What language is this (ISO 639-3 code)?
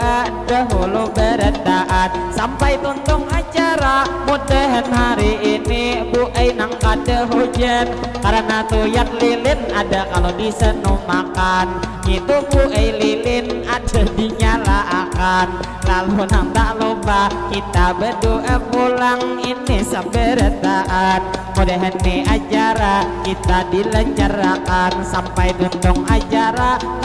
bjn